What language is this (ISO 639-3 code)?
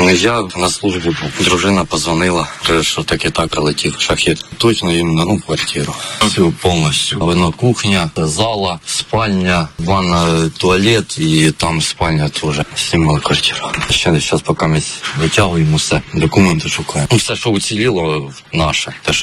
ukr